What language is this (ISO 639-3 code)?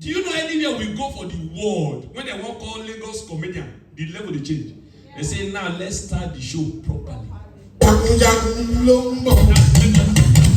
pcm